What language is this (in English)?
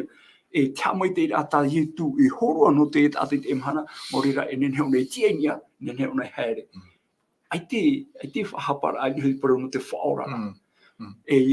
Tahitian